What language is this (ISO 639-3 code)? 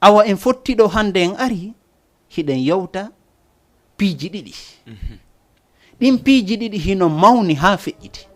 ful